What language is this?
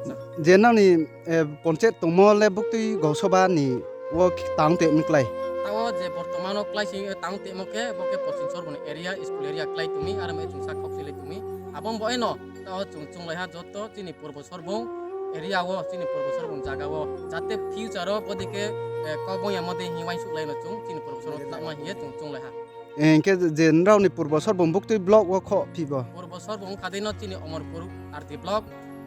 Riang (India)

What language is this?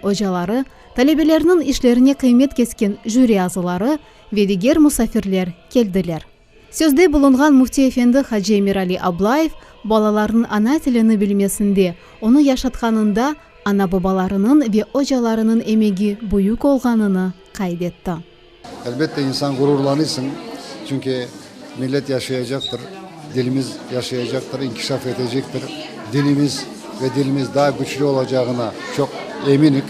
Crimean Tatar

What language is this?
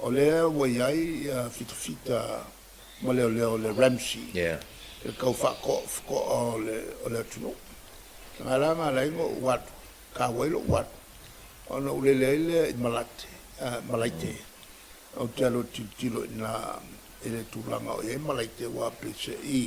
Samoan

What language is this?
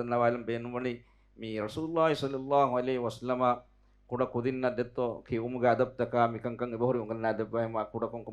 Divehi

